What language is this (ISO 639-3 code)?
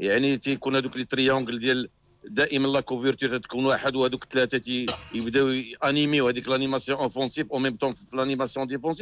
ary